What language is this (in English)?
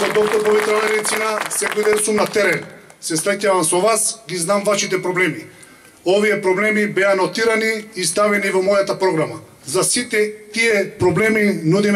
Macedonian